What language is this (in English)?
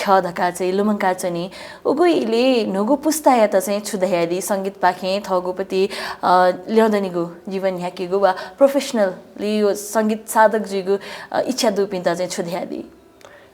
Newari